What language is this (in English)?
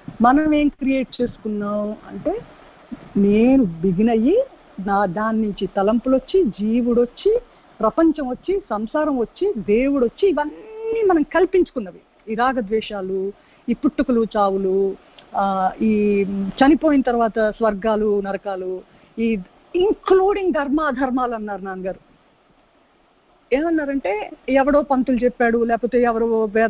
Telugu